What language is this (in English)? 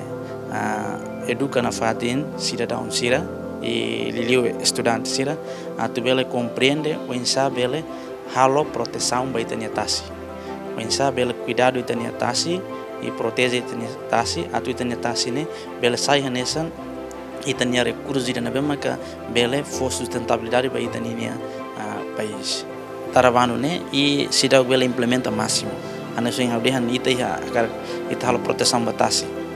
Tetum